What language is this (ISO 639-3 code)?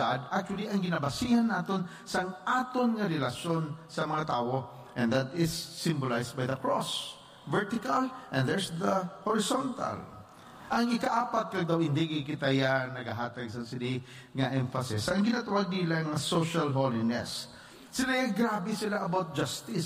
hil